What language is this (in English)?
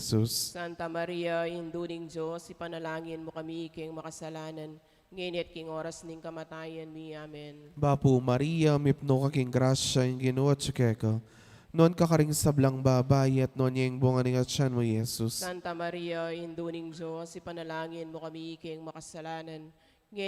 Pampanga